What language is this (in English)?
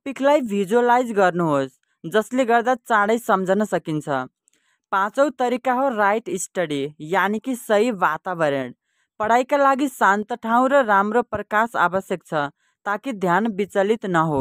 Nepali